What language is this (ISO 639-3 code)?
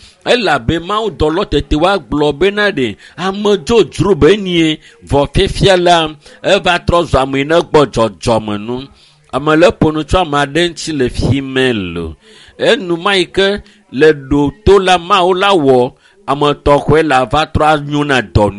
ewe